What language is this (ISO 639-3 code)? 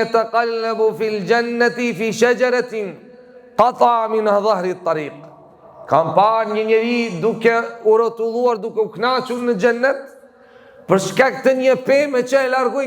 sqi